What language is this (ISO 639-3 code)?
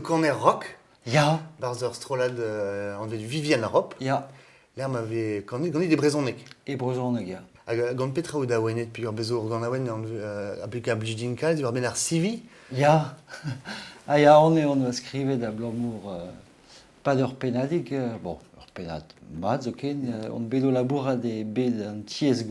bre